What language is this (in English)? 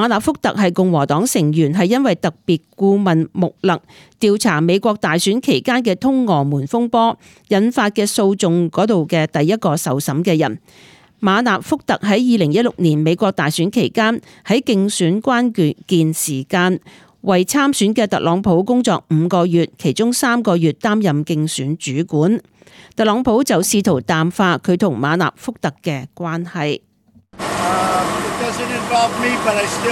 Cantonese